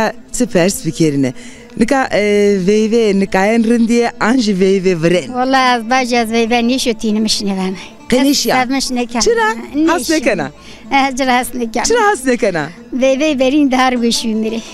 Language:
Zaza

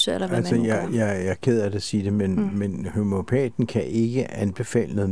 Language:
Danish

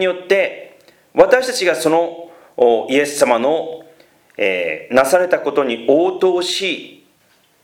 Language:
Japanese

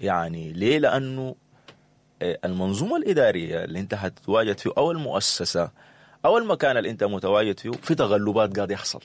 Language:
Sudanese Arabic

